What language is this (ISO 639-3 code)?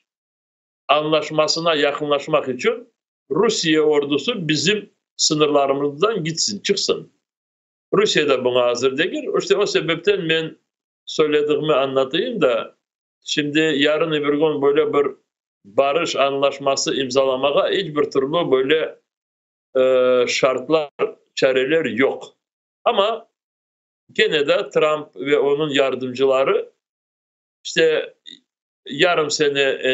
crh